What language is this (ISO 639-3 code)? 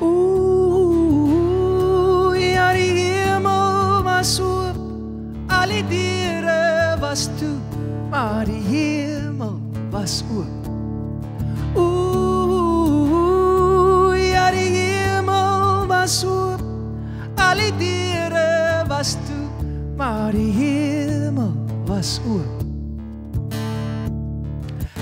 afr